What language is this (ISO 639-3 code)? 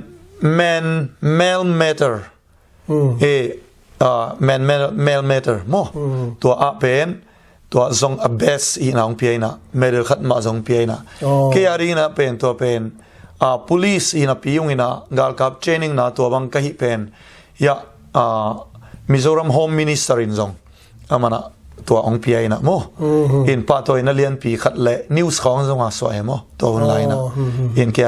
ctd